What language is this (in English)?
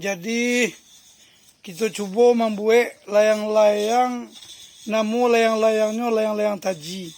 Minangkabau